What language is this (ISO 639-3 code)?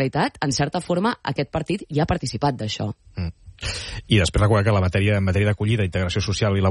cat